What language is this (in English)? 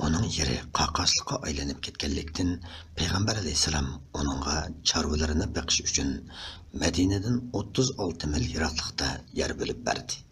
Uyghur